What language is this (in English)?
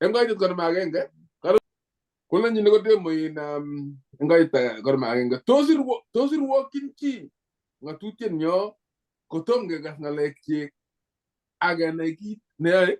Kalenjin